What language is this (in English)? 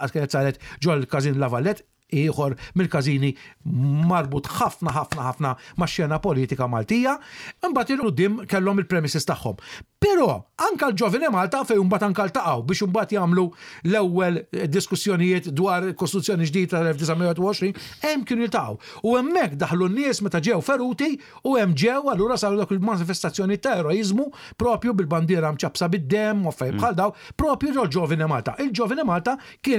Maltese